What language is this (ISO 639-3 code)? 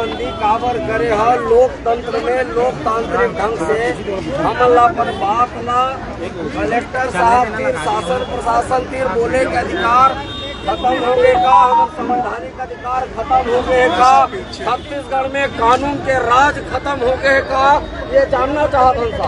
hne